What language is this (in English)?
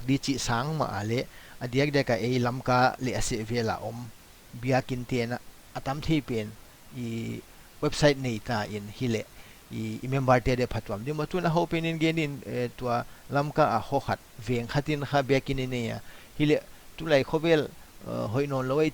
Paite Chin